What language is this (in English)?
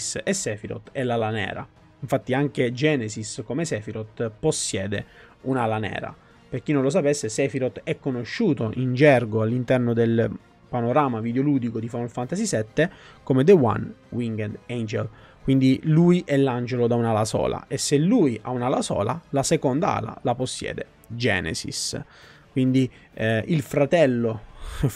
Italian